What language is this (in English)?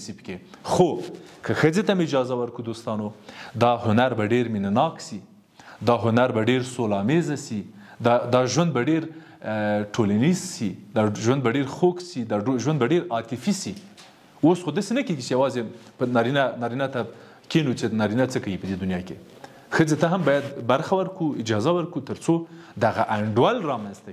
Pashto